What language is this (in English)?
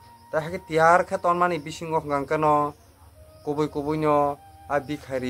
Kok Borok